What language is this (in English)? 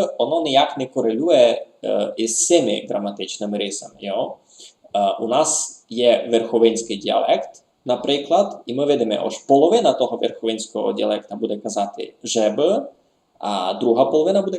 Rusyn